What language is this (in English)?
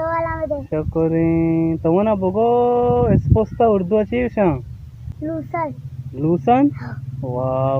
Baluchi